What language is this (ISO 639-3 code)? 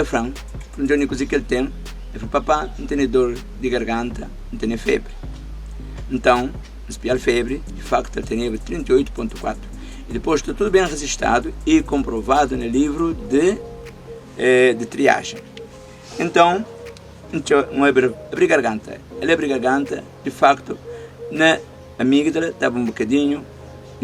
kea